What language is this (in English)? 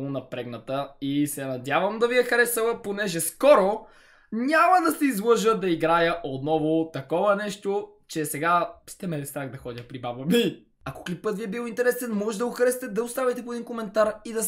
Bulgarian